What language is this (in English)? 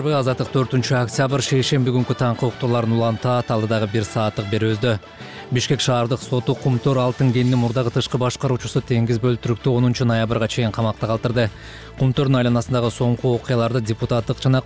Kyrgyz